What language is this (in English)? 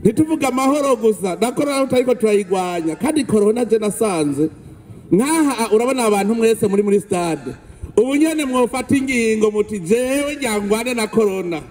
Rundi